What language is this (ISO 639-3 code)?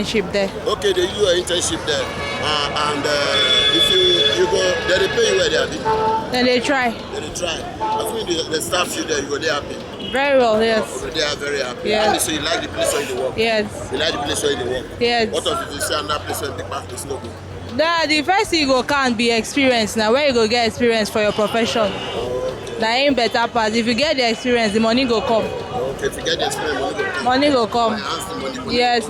pcm